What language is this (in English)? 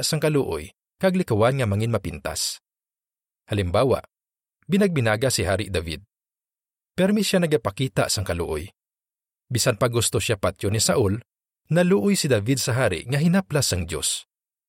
Hiligaynon